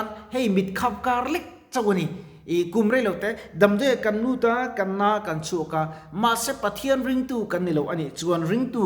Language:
Mizo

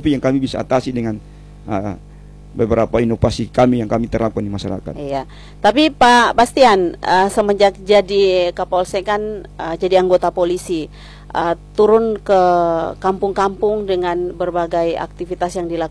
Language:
Indonesian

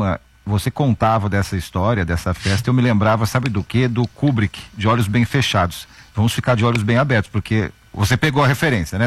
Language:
Portuguese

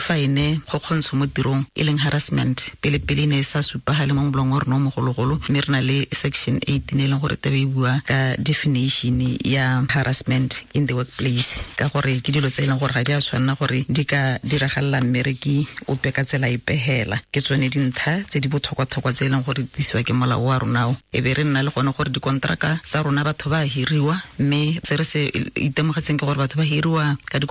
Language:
Tswana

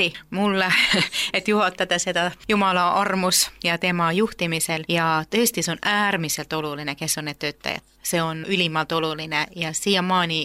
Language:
Estonian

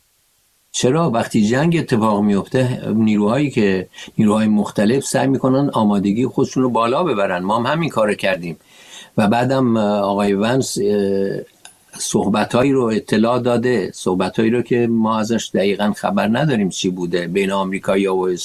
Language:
Persian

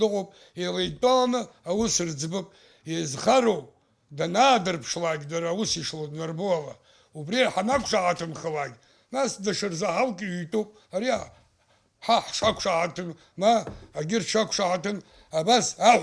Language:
Abkhazian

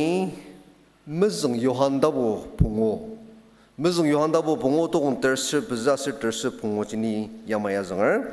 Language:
Ao Naga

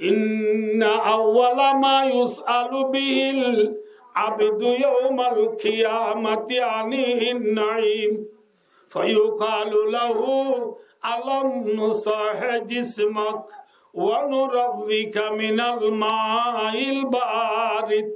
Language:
Rohingya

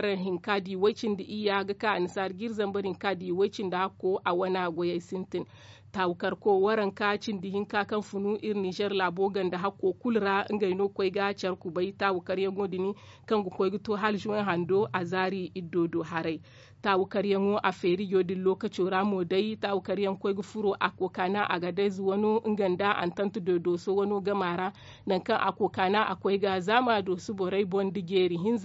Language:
Zarma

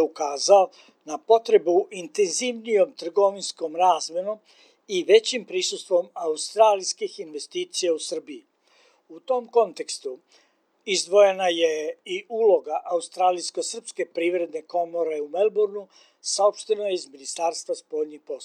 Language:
Serbian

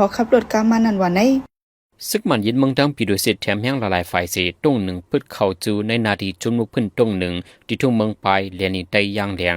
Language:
Shan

